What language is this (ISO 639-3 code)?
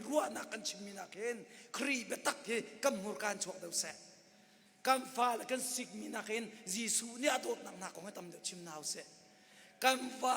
cnh